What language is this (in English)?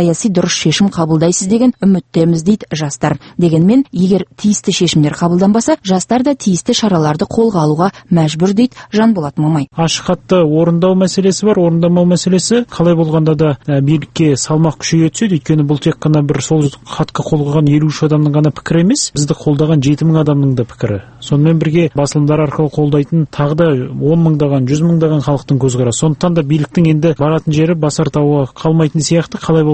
Kazakh